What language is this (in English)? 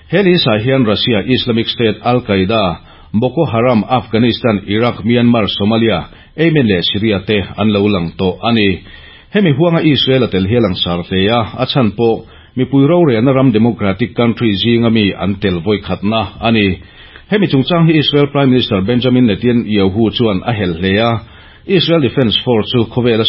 Mizo